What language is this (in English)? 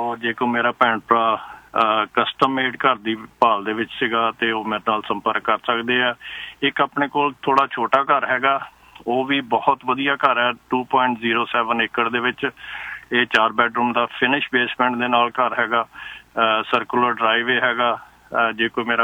Punjabi